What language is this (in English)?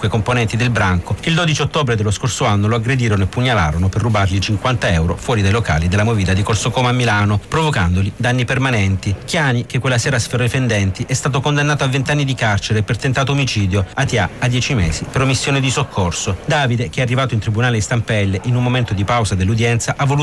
Italian